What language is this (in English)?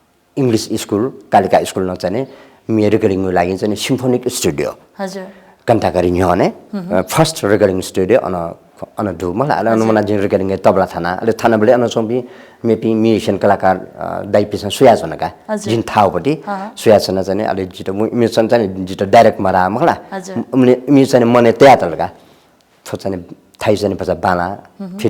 Newari